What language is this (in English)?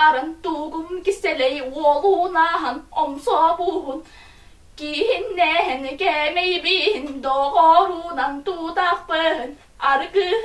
Yakut